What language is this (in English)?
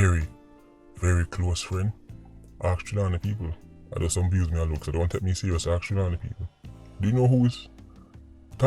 Jamaican Creole English